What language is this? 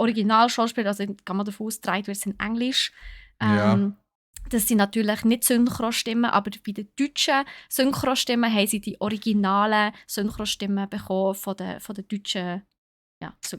Swiss German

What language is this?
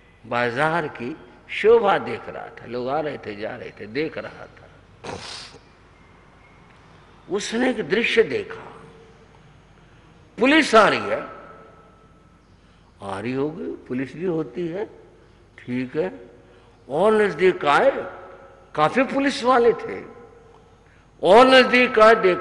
Hindi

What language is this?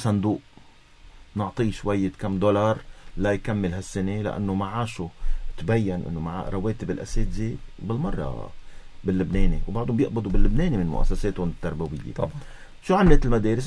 North Levantine Arabic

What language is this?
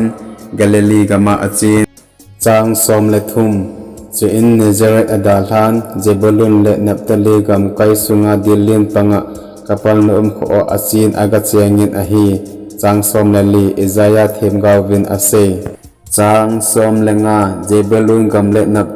Thado Chin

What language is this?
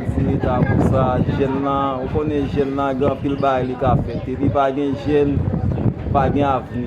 Haitian Creole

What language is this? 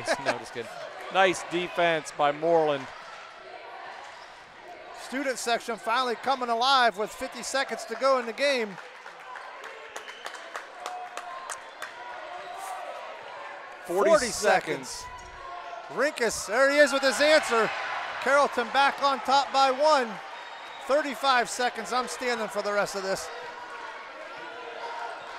English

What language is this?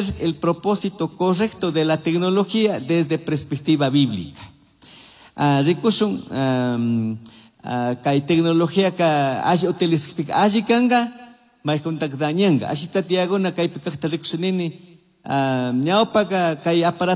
Chimborazo Highland Quichua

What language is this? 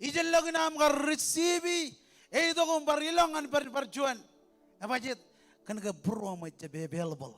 Marshallese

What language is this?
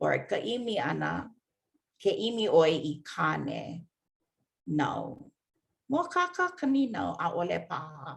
Hawaiian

